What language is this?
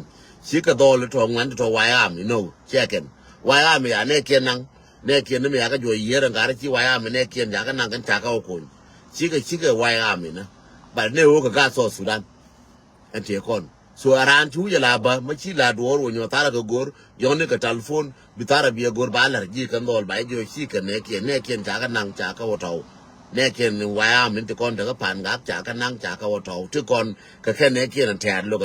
Nuer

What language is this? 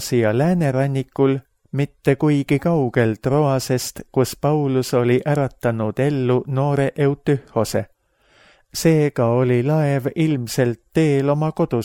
Estonian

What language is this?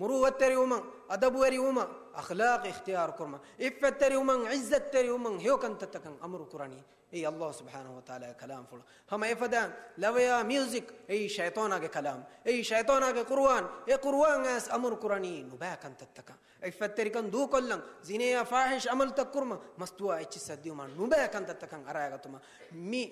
Divehi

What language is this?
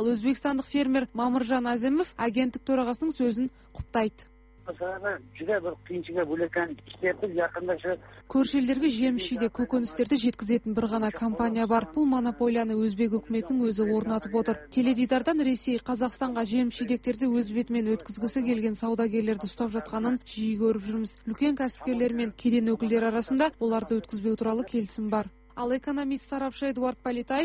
Kazakh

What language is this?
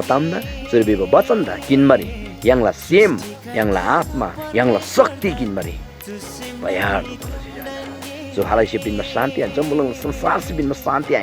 Eastern Tamang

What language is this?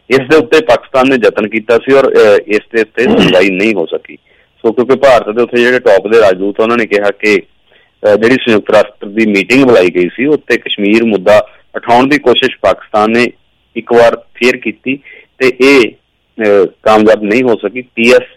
Punjabi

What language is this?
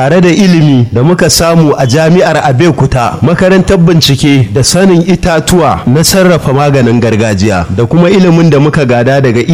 Hausa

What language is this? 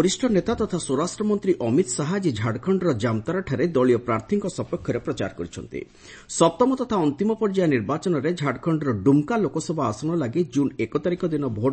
Odia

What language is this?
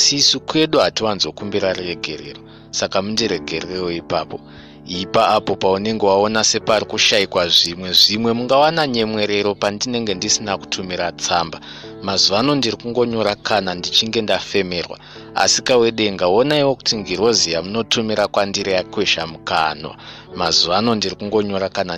Shona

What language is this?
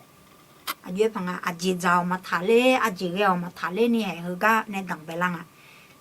Akha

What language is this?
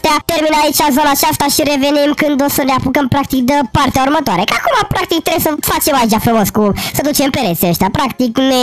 Romanian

